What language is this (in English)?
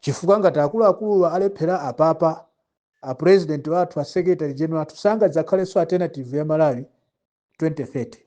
Nyanja